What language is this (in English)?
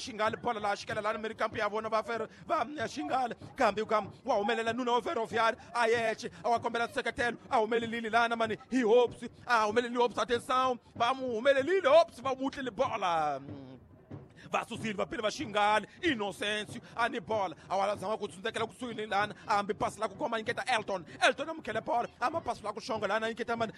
Tsonga